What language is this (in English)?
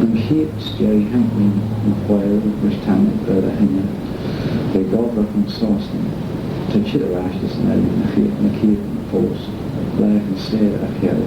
Manx